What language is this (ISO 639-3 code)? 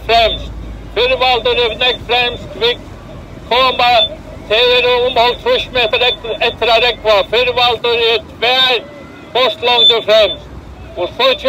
fao